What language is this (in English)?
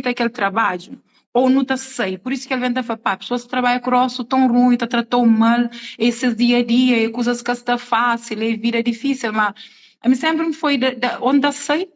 Kabuverdianu